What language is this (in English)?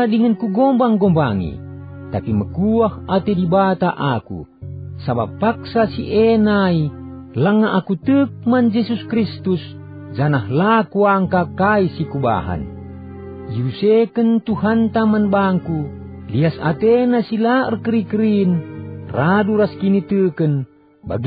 Batak Karo